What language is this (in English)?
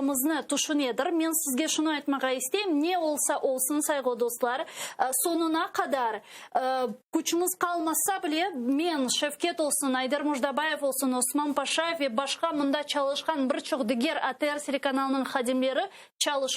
Crimean Tatar